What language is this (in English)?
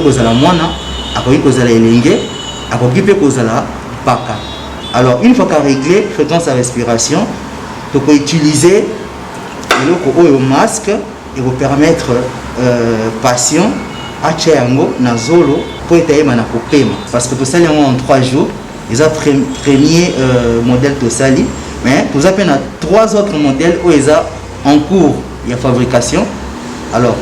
Lingala